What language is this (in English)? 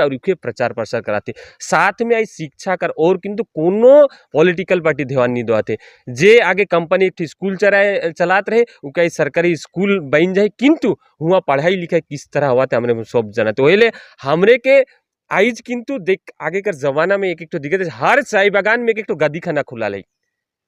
Sadri